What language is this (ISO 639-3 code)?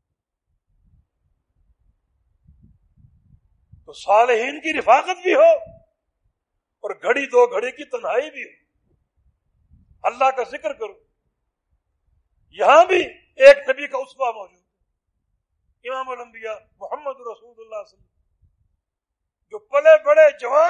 urd